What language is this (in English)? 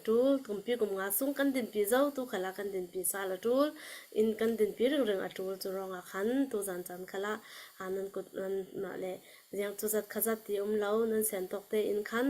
Hakha Chin